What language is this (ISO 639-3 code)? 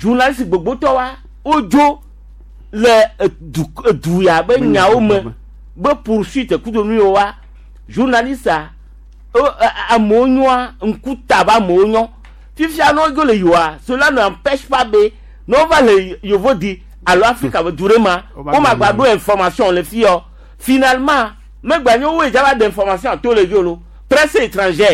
gej